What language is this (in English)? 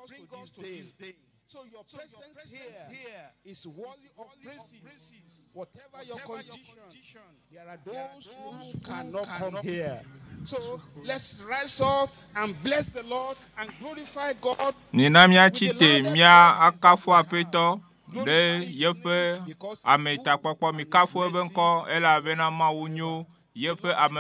Ewe